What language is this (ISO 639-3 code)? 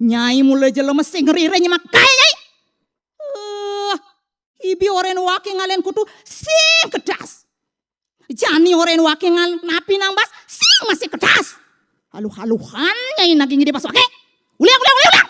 ban